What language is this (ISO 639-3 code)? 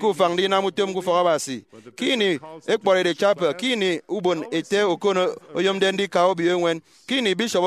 efi